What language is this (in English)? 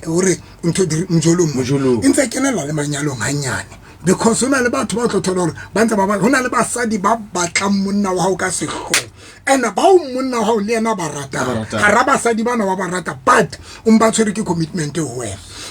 Southern Sotho